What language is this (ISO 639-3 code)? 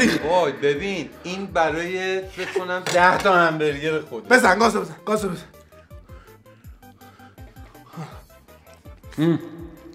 fas